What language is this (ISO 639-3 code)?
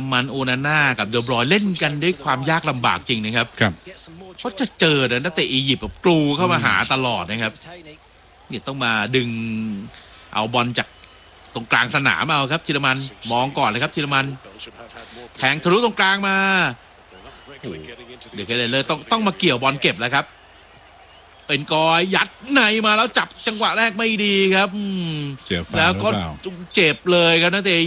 tha